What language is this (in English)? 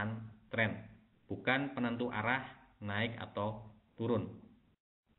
Indonesian